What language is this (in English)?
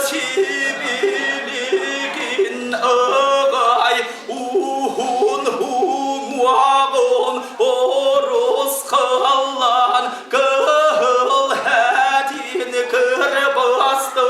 Yakut